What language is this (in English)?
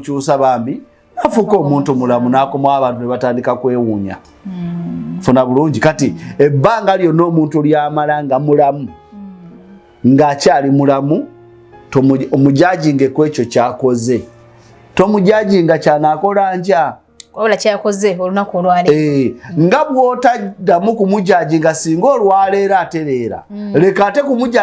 Ganda